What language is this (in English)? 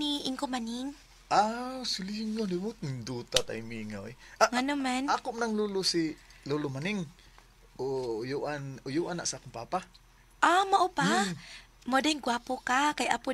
Cebuano